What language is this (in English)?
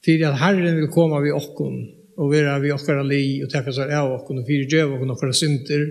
Faroese